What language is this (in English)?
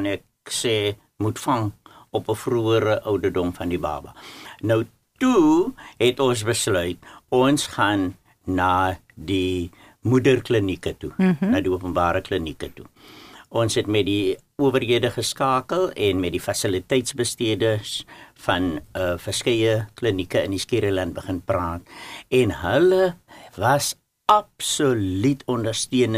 Afrikaans